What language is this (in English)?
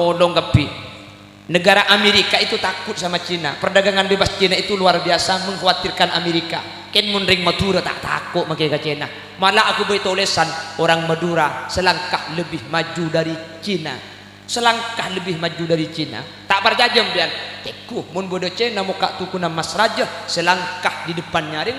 Madurese